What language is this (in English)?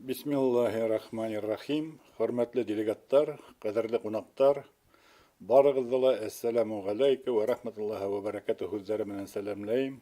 Bashkir